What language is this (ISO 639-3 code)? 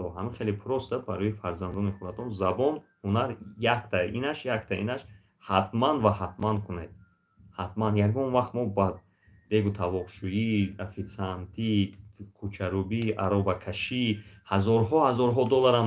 tgk